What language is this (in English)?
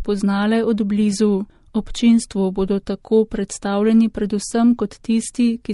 Slovenian